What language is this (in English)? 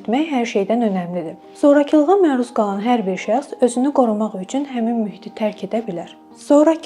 Azerbaijani